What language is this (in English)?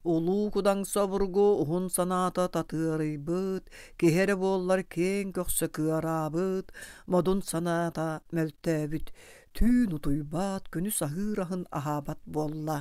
Yakut